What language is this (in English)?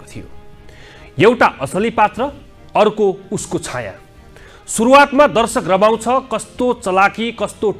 Nepali